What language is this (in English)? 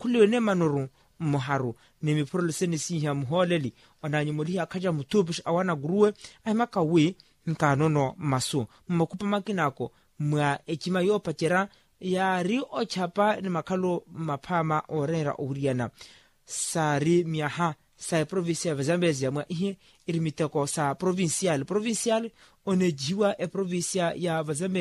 Makhuwa